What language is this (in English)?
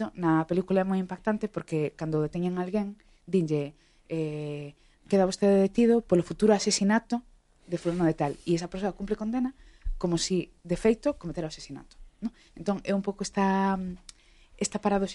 Galician